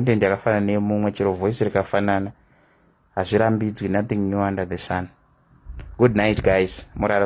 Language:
Shona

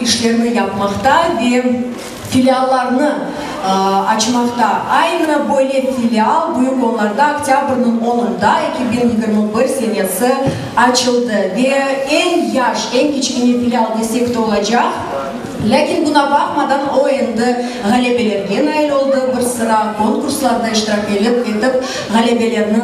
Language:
Crimean Tatar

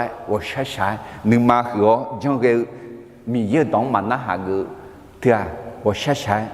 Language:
Akha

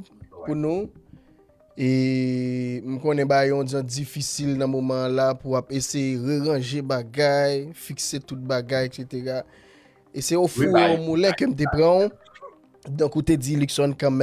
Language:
Haitian Creole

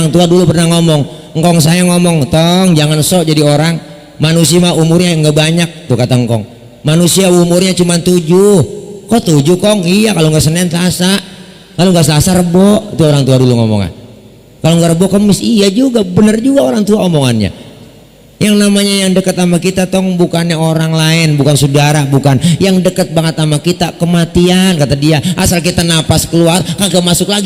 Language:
Betawi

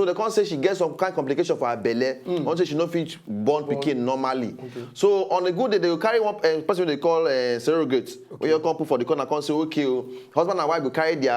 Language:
Nigerian Pidgin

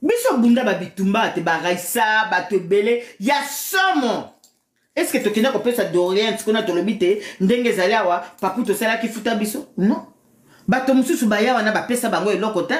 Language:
Lingala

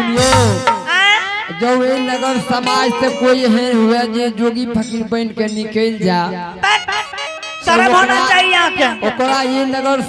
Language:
Angika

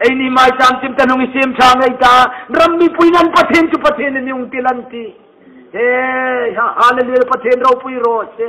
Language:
Hmar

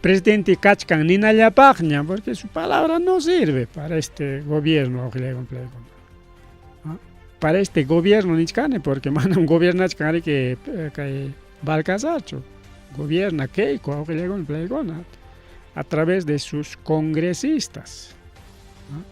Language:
Ayacucho Quechua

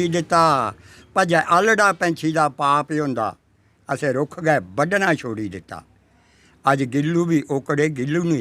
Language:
Dogri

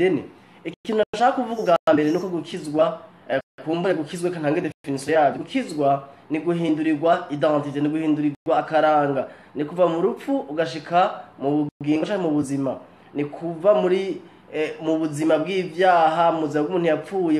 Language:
Rundi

